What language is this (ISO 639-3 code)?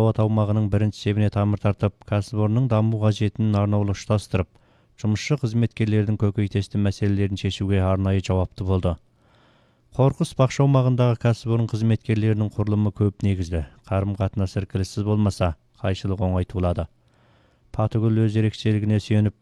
kaz